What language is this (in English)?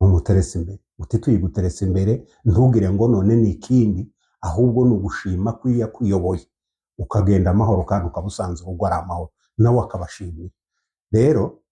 Kinyarwanda